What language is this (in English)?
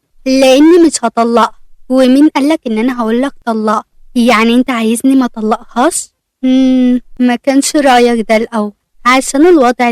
Egyptian Arabic